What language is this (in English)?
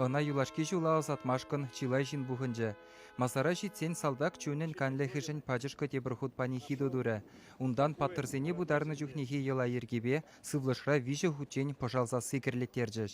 Chuvash